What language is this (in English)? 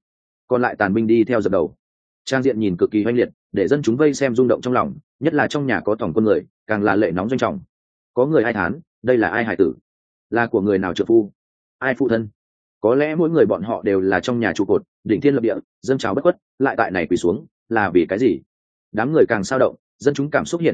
Vietnamese